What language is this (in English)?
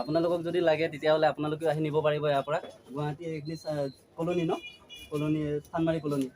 Assamese